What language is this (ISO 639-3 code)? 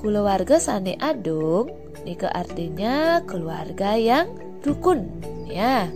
ban